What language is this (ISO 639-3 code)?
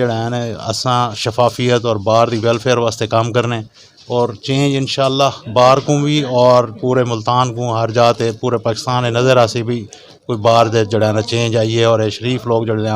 skr